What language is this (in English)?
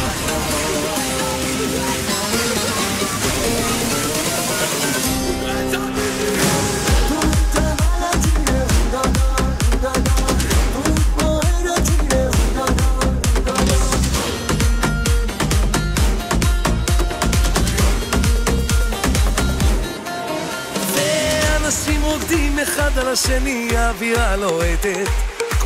Hebrew